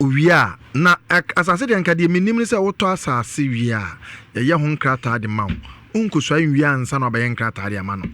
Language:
Akan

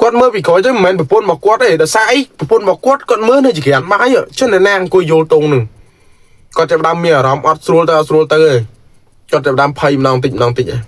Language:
Khmer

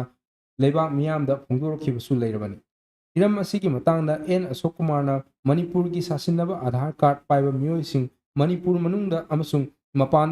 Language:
Manipuri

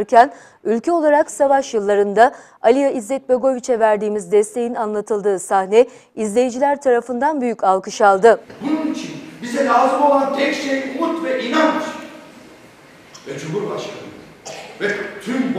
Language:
Turkish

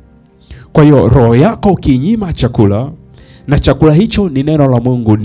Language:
Swahili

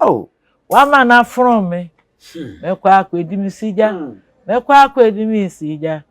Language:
Akan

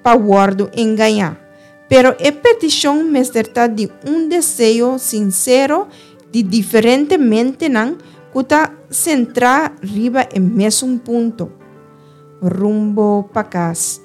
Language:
Papiamento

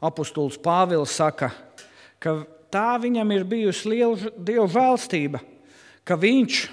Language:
Latvian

